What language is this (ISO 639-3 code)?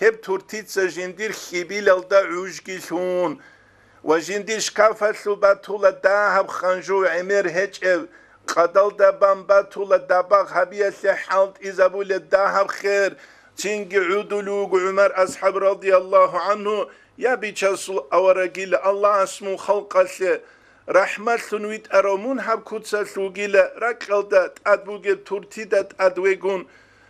ava